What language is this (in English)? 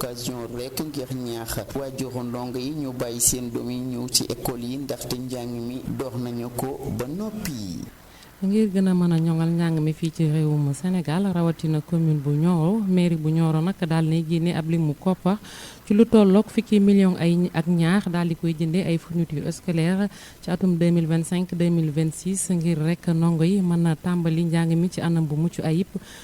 Wolof